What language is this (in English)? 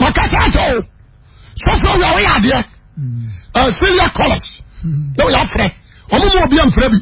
Akan